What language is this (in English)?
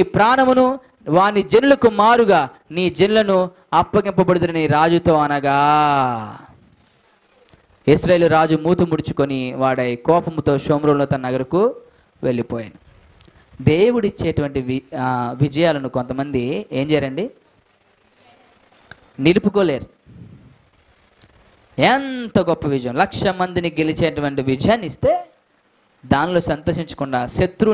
Telugu